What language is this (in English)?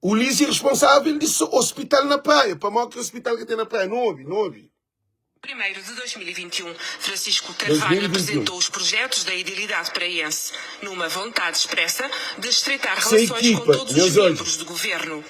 Kabuverdianu